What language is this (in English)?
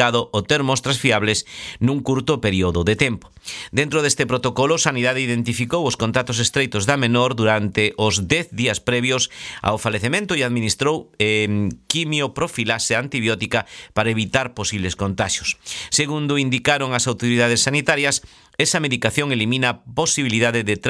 Galician